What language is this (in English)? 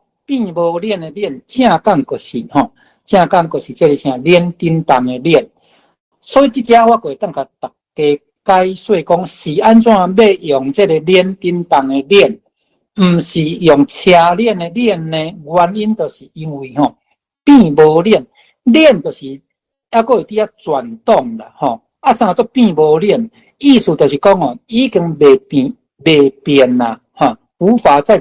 Min Nan Chinese